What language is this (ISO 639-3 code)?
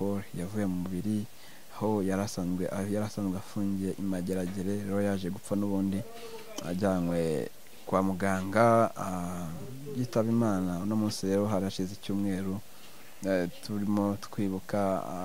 kin